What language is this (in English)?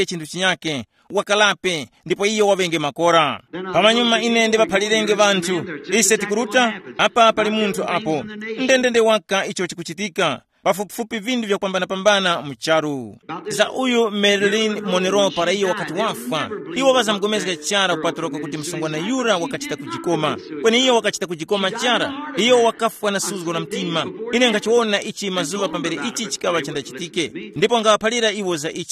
Tumbuka